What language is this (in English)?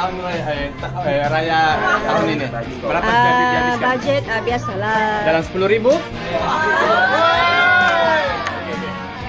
Malay